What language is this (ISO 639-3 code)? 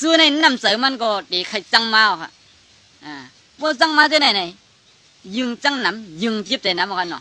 shn